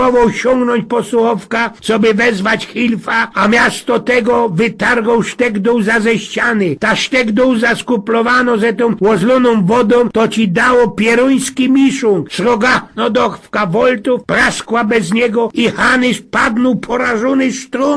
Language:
Silesian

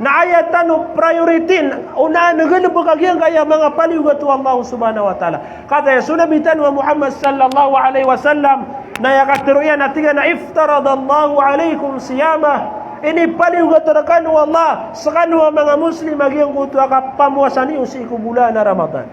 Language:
Maranao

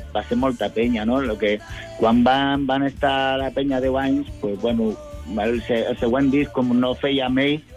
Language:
Catalan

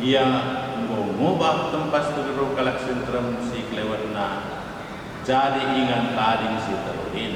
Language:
Batak Karo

